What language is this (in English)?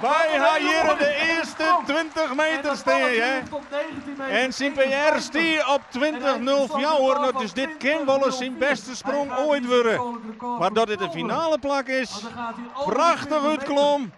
Western Frisian